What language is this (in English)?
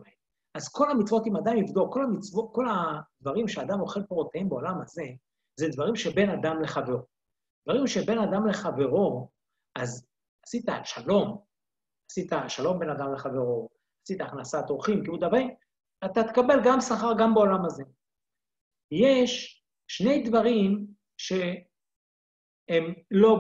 Hebrew